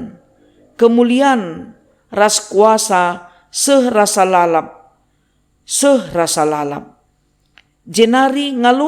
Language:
Batak Karo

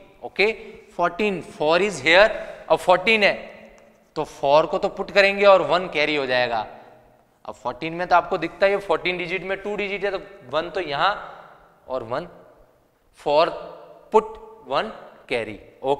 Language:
Hindi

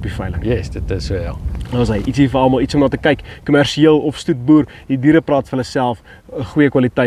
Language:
Afrikaans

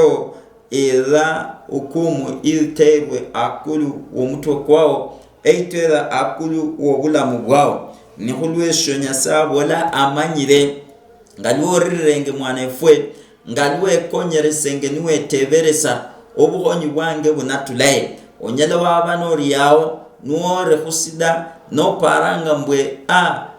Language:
Luyia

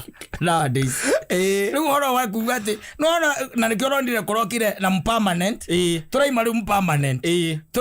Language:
Kikuyu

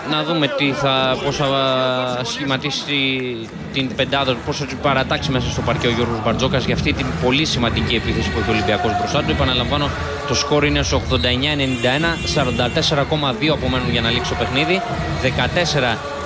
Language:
Greek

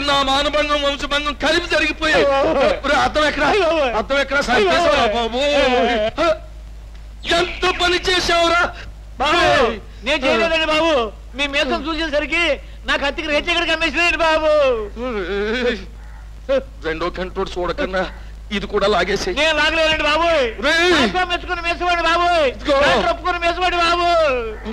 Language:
Telugu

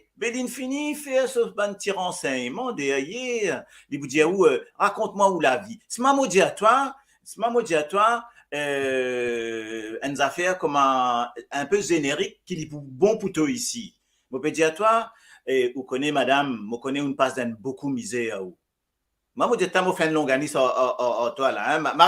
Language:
Morisyen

